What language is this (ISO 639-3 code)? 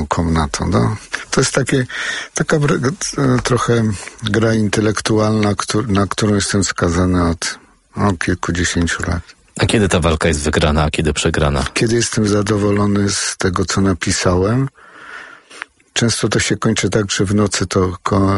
pol